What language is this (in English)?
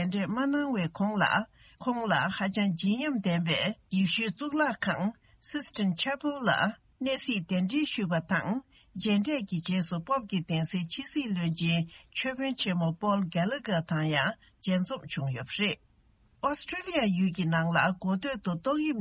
Tibetan